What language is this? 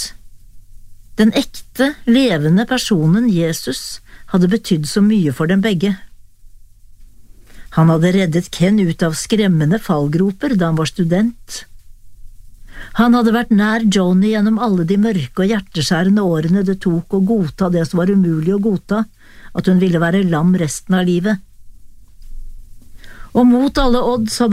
Norwegian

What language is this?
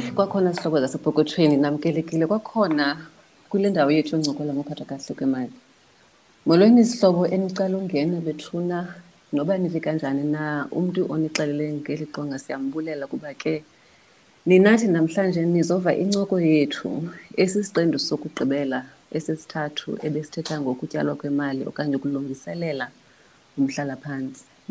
Xhosa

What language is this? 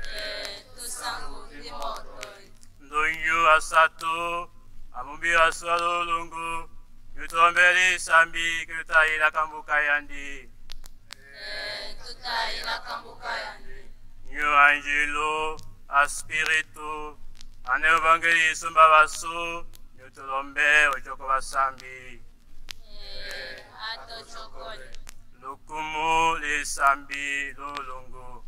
Tetela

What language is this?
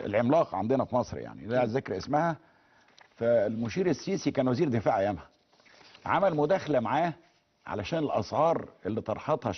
Egyptian Arabic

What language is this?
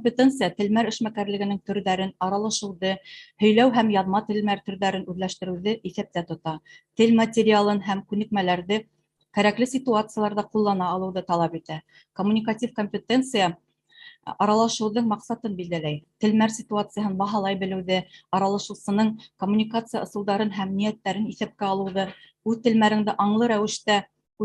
Bashkir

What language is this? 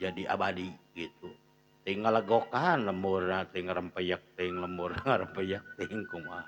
Sundanese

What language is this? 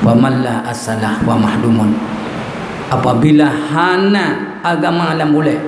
Achinese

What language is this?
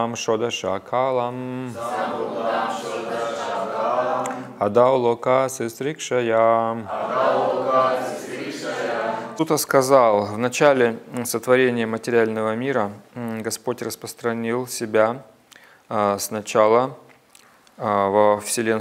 Russian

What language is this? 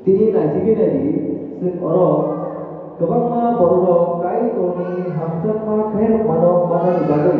Kok Borok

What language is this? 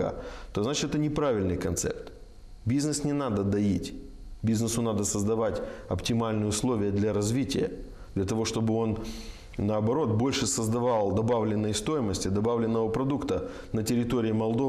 Russian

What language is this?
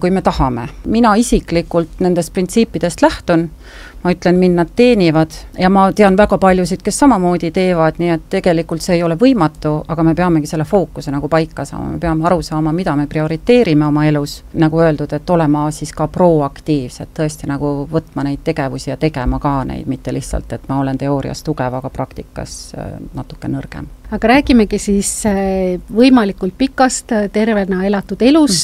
Estonian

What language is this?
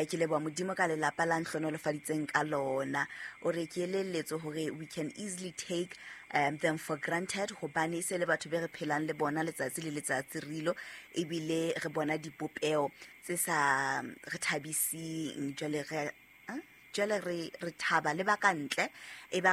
Southern Sotho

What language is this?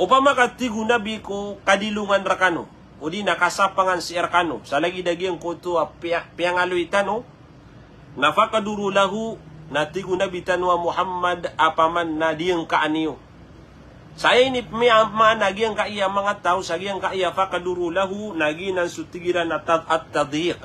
Maranao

